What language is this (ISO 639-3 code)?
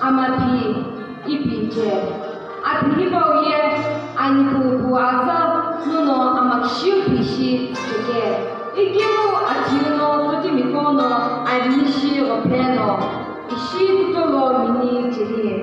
nsm